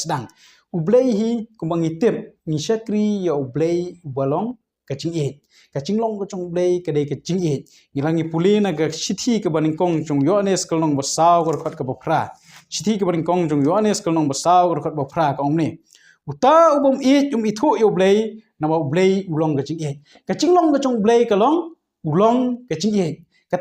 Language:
Khasi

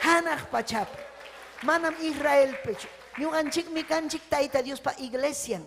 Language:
Ayacucho Quechua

